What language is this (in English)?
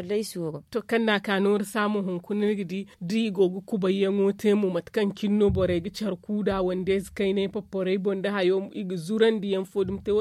Zarma